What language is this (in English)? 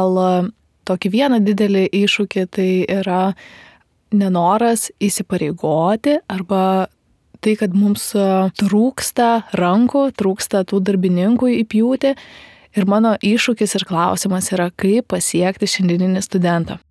Lithuanian